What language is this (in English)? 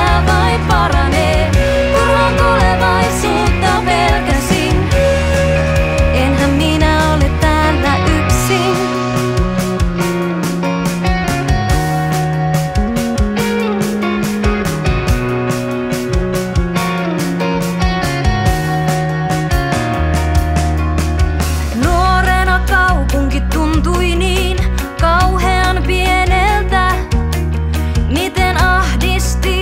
Finnish